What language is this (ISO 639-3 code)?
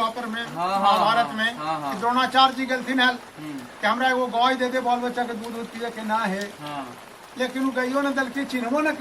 mag